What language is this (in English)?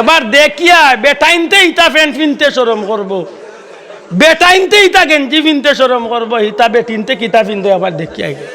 Sylheti